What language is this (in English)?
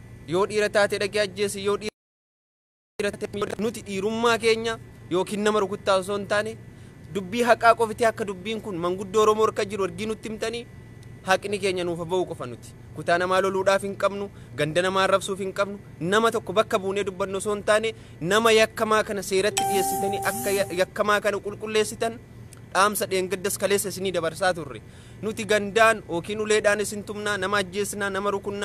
Oromo